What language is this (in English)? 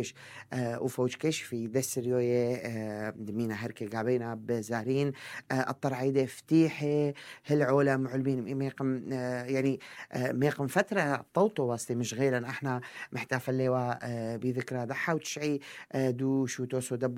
North Levantine Arabic